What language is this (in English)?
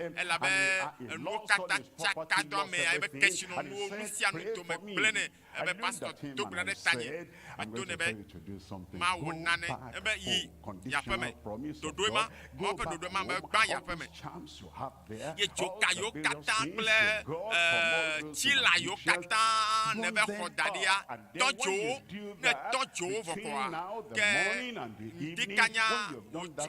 Ewe